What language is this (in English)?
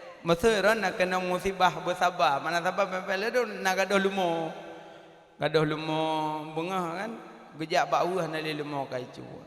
Achinese